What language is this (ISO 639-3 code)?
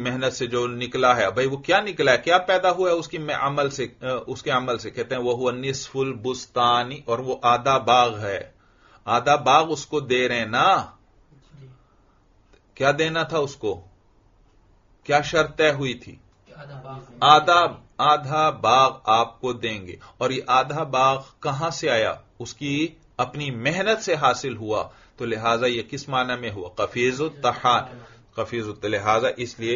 urd